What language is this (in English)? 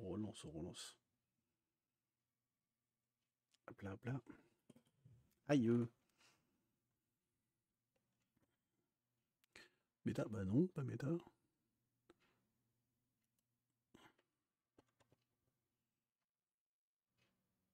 French